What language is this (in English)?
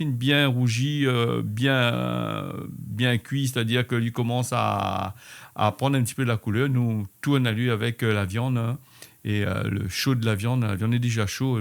Réunion Creole French